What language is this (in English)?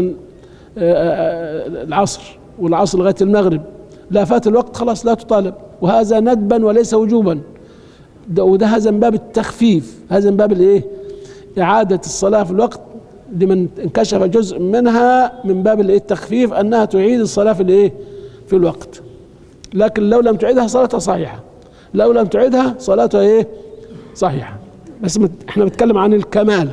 Egyptian Arabic